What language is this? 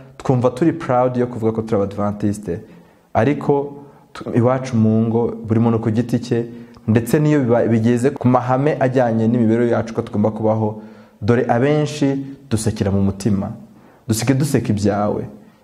Kinyarwanda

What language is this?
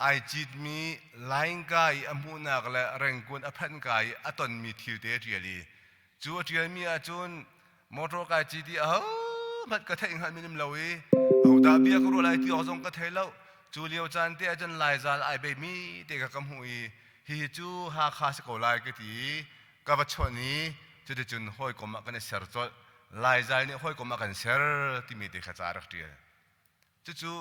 Hakha Chin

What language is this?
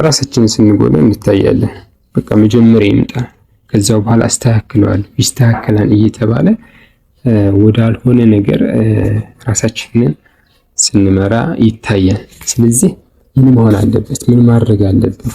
Amharic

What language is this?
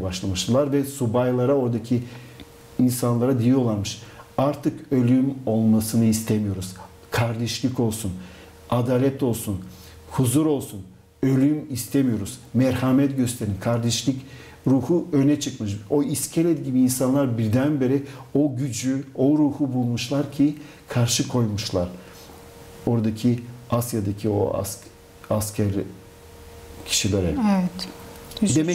Turkish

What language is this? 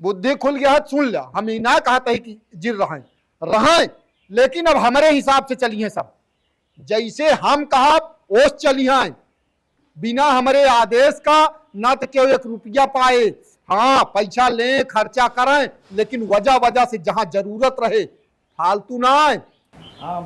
Awadhi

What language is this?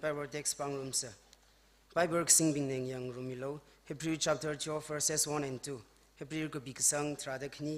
Tangkhul Naga (India)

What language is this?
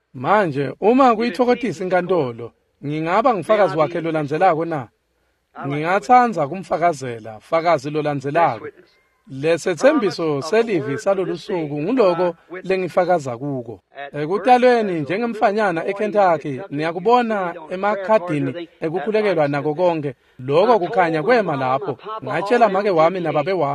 Swati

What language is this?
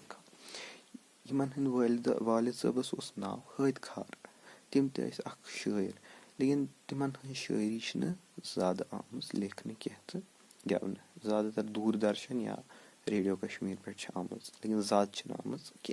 Kashmiri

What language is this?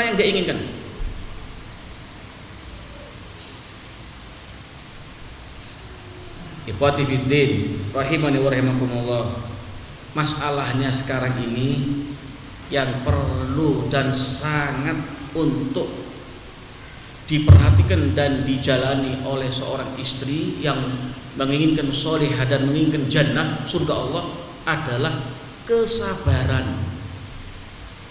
Indonesian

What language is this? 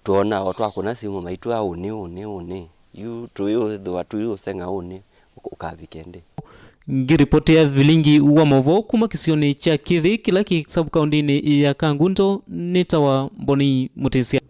Kamba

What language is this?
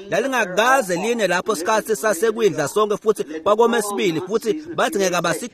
Swati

